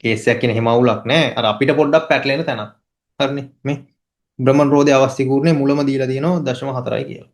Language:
Sinhala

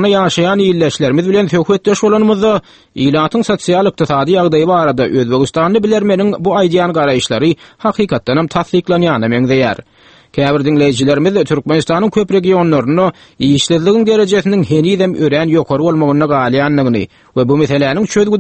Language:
Turkmen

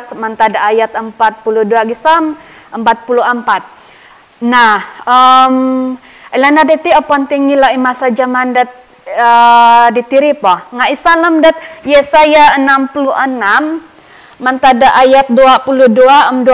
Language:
Central Dusun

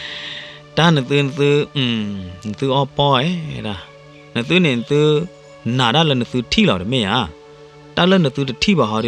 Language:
S'gaw Karen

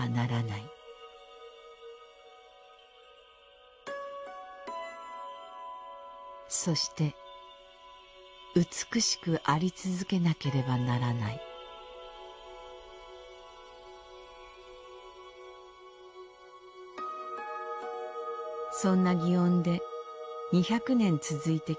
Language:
Japanese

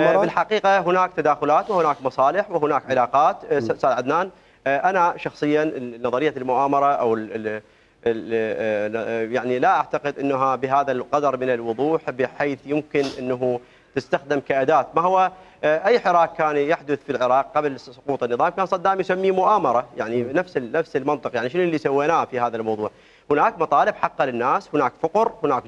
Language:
Mesopotamian Arabic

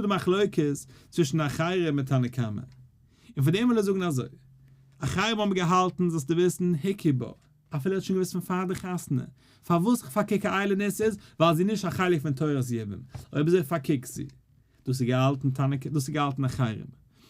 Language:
Yiddish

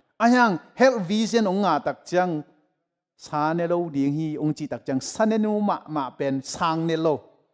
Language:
Tedim Chin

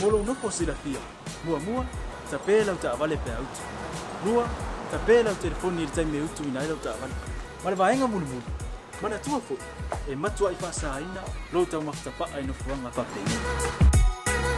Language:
Samoan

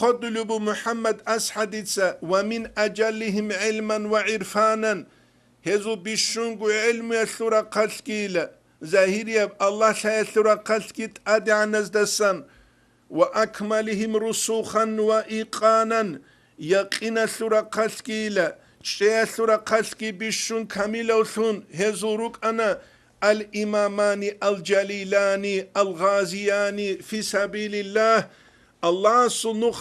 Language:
Avaric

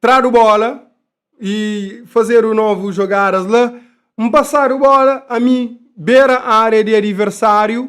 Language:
Kabuverdianu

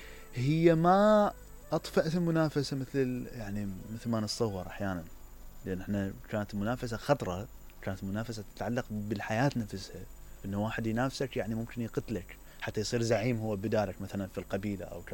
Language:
Mesopotamian Arabic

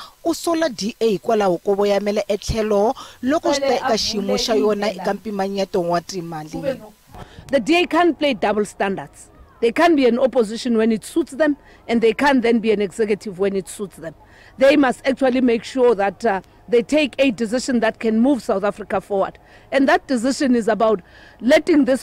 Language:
Tsonga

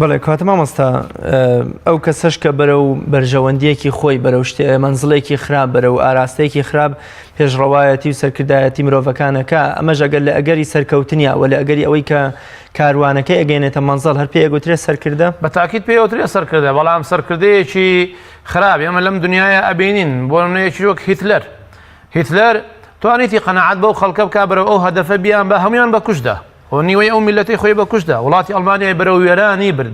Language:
Central Kurdish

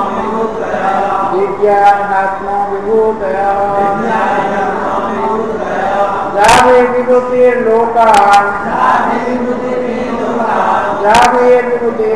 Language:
Odia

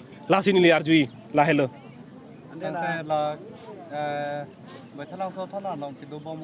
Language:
Karbi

